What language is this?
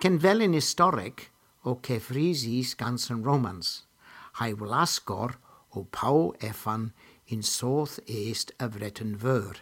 Cornish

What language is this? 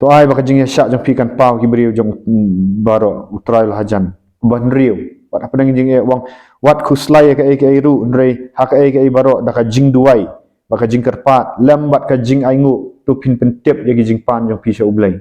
Khasi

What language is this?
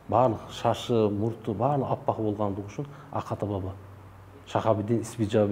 Kazakh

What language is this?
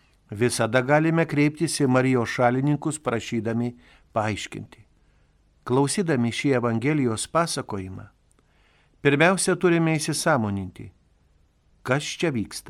Lithuanian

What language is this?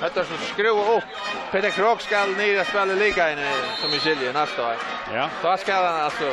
Faroese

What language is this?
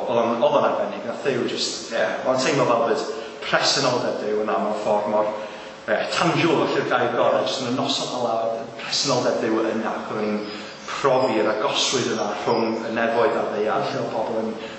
Welsh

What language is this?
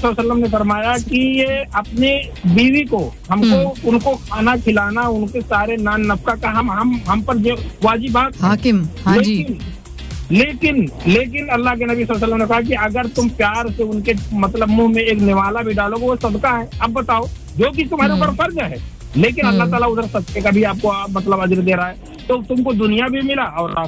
Urdu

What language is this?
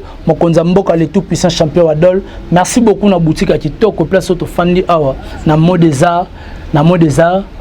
Lingala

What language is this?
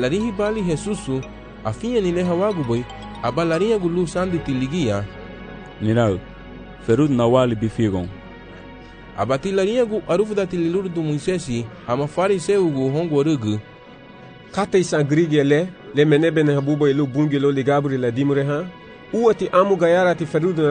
Garifuna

